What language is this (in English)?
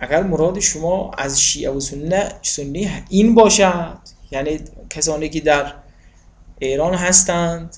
Tajik